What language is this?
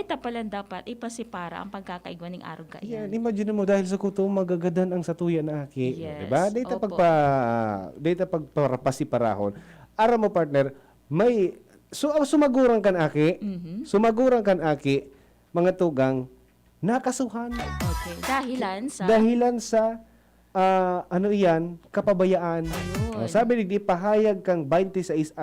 Bikol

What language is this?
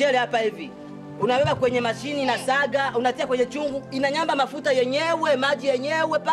Swahili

